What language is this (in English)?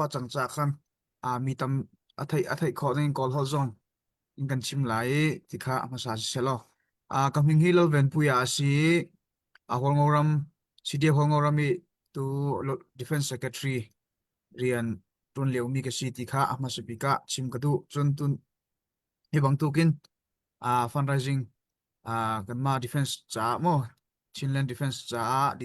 Hakha Chin